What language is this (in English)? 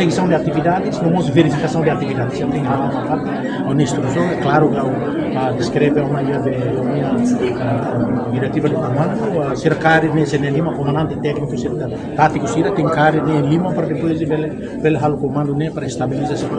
Tetum